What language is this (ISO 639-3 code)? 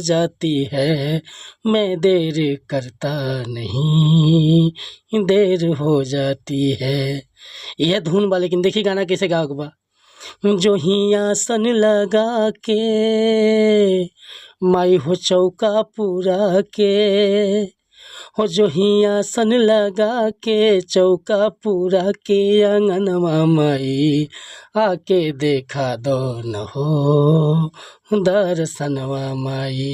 bho